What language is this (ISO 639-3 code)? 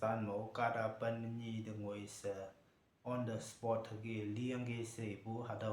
nbe